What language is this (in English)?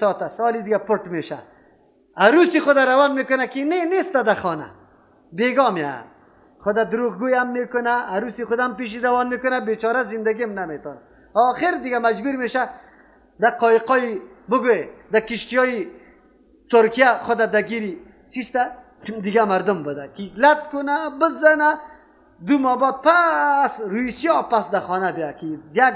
Persian